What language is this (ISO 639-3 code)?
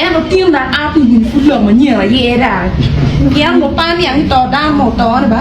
ach